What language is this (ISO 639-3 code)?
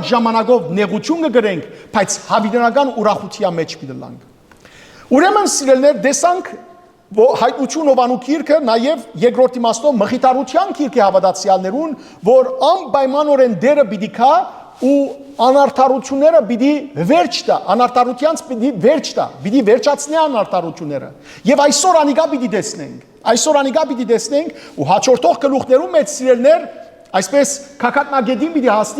hyw